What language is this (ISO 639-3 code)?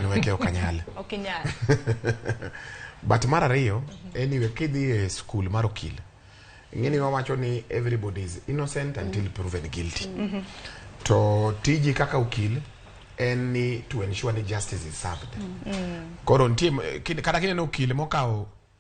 luo